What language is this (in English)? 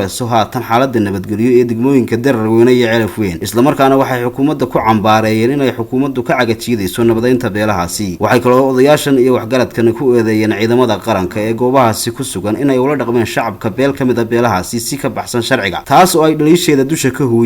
Somali